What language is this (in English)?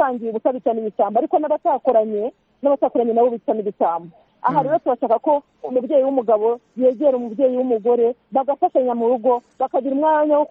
Kinyarwanda